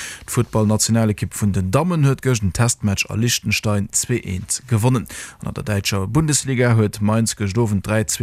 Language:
Luxembourgish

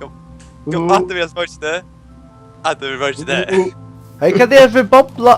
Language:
Faroese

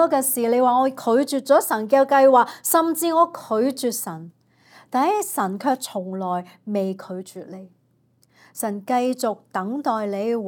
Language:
Cantonese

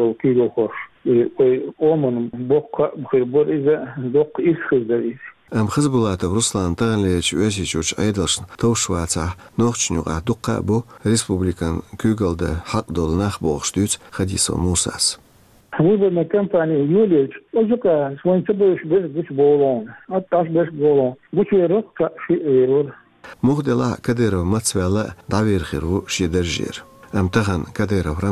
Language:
Chechen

